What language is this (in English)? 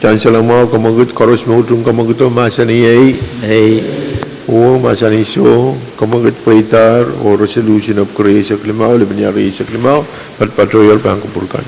Pohnpeian